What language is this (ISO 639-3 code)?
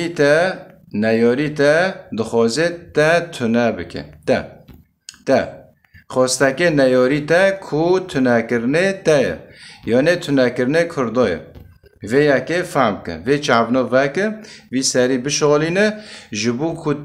kur